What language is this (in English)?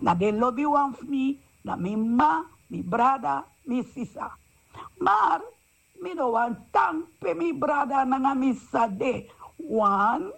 Sranan Tongo